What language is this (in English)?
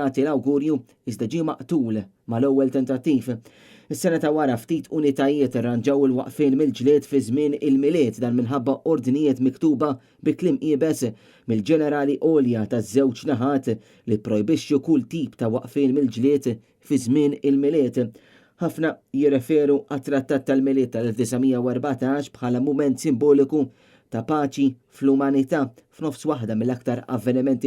Maltese